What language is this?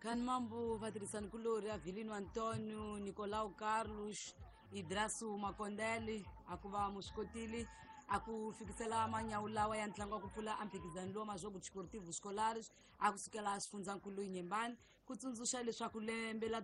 Tsonga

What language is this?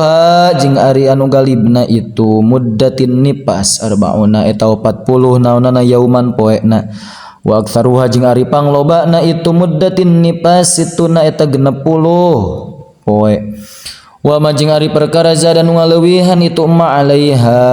Sundanese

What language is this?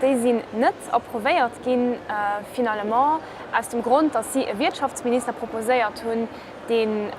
Luxembourgish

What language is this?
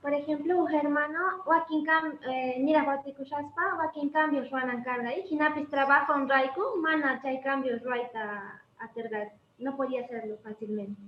Quechua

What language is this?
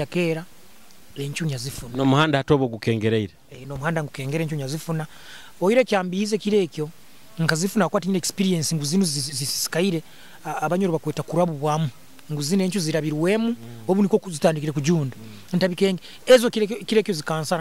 Nyoro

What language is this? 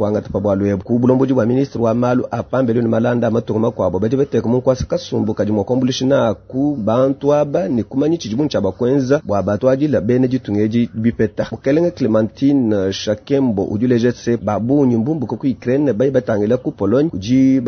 Luba-Lulua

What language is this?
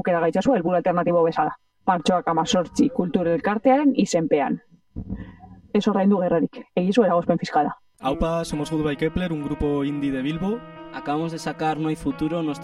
Basque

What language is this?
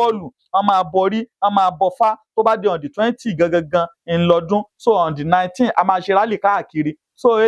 Yoruba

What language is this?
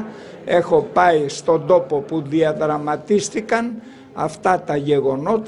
Greek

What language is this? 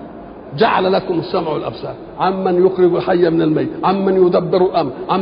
Arabic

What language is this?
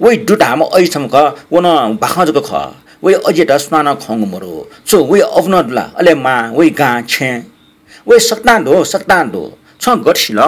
Newari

